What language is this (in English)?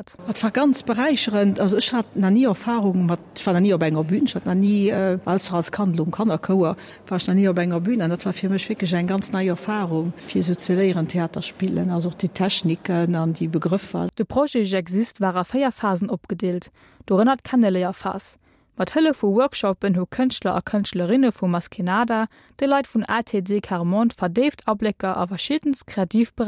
Luxembourgish